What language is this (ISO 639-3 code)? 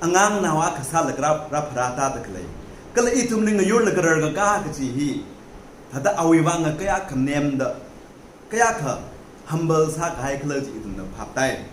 nmf